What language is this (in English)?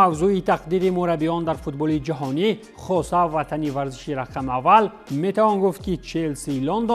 Tajik